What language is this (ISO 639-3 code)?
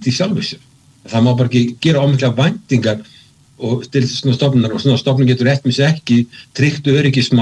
isl